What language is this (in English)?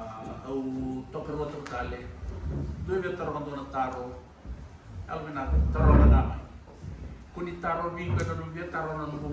Fijian